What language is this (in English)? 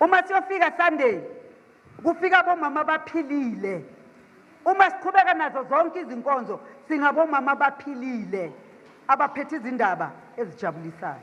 Zulu